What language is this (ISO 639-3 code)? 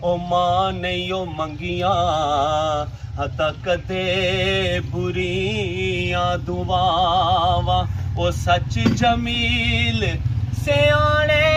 phr